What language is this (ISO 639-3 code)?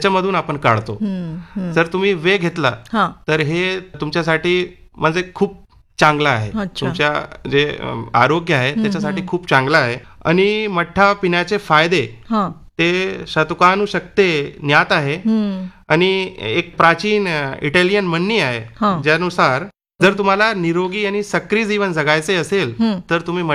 mar